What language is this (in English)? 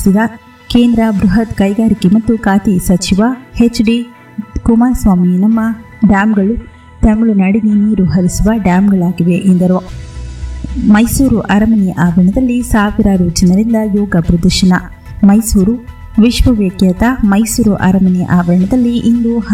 Kannada